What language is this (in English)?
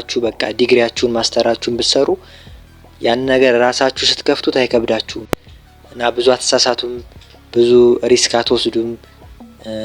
Amharic